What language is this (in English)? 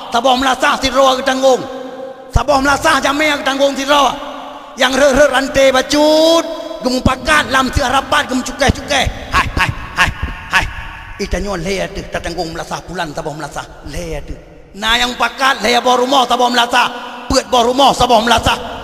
Achinese